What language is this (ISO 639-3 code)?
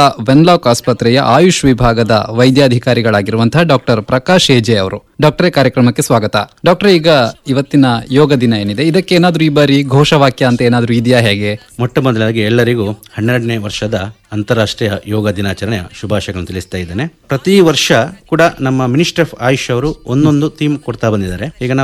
kan